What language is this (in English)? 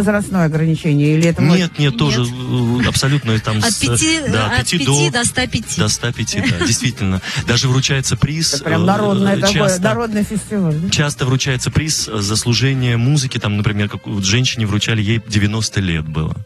Russian